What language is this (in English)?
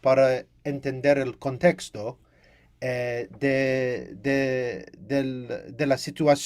Ladino